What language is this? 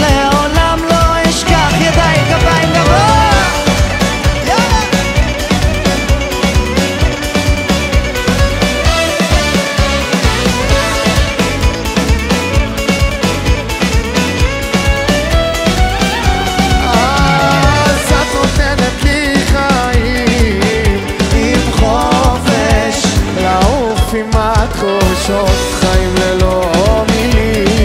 Hebrew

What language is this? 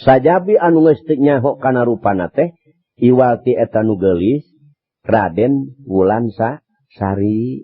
Sundanese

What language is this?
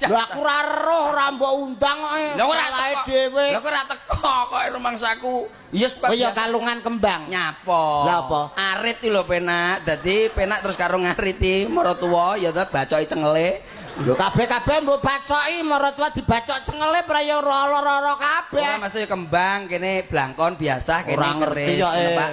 Javanese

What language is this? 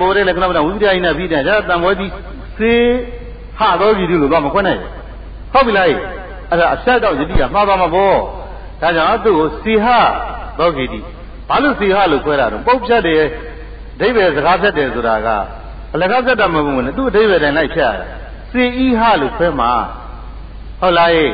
Burmese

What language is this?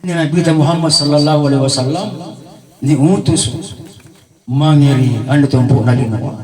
Makasar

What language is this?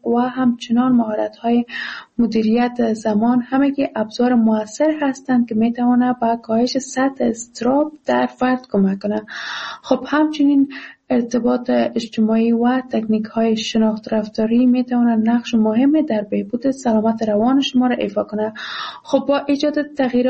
Persian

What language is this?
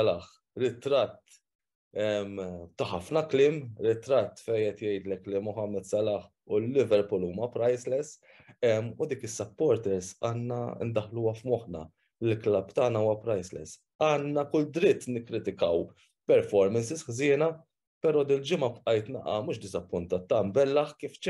Maltese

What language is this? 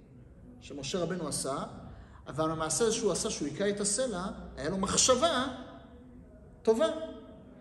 Hebrew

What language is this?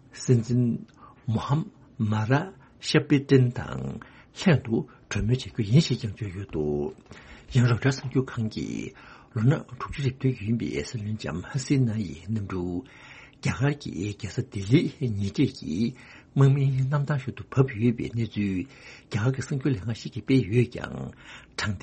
Tibetan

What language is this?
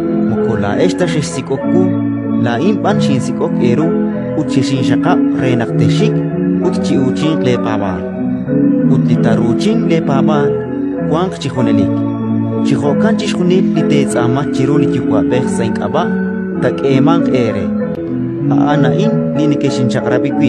Kekchí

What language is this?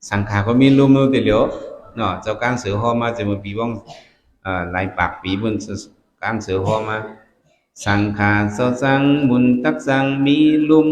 Shan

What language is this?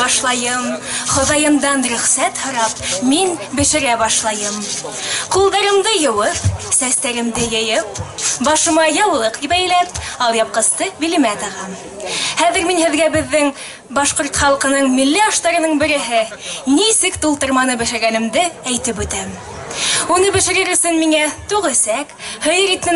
Bashkir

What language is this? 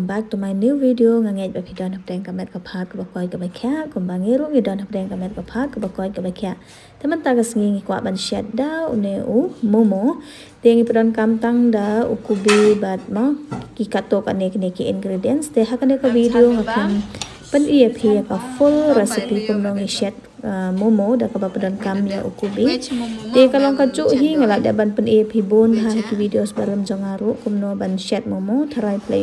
Khasi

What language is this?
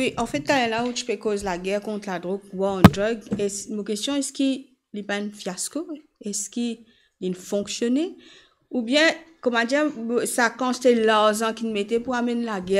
Morisyen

